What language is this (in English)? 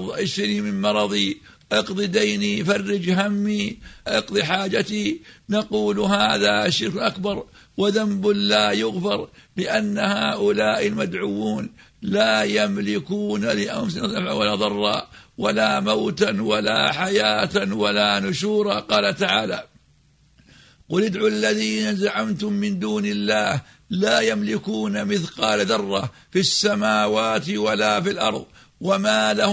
Arabic